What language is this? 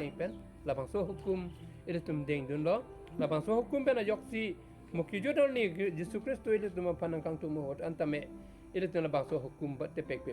Karbi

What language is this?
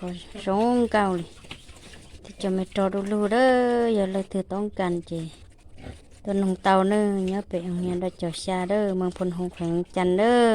Hmong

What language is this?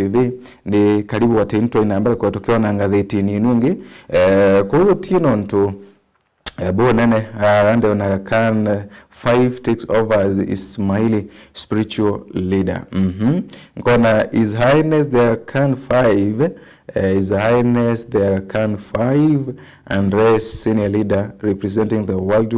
Meru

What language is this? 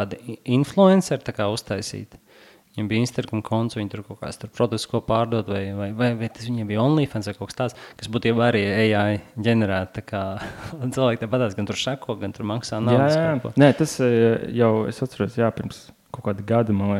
Latvian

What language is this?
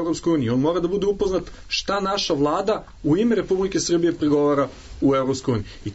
Serbian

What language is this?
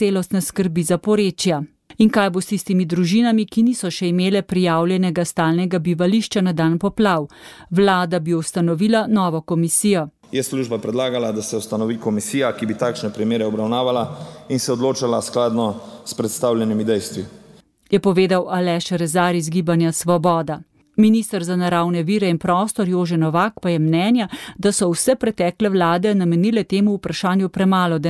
Slovenian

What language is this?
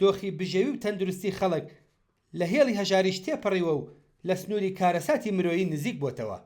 Central Kurdish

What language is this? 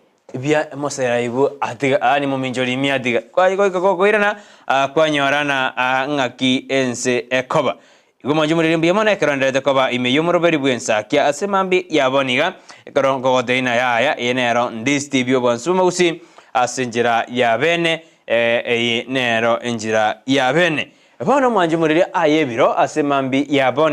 Gusii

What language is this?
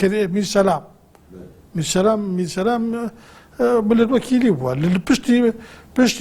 Kurdish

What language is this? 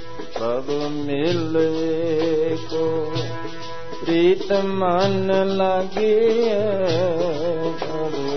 Punjabi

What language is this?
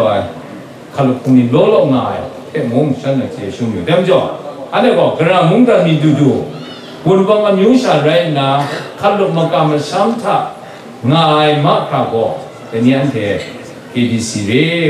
Kachin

